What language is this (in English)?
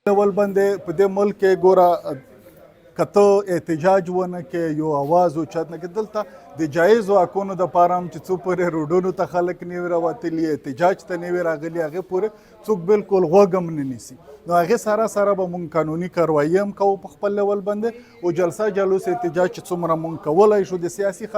Pashto